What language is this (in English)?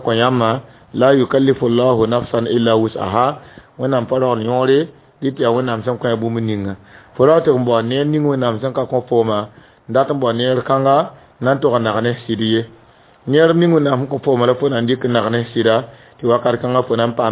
Mossi